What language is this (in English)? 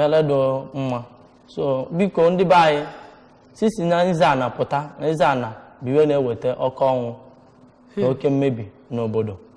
Igbo